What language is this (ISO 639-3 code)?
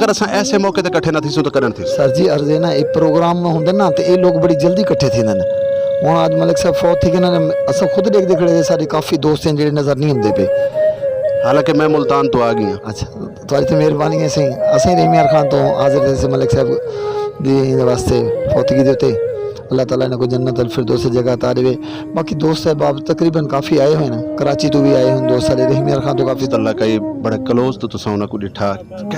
skr